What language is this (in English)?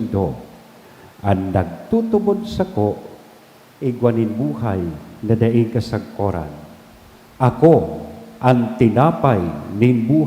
Bikol